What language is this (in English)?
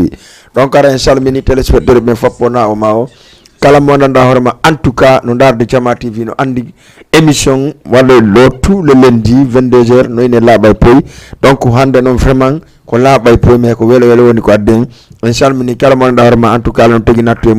Fula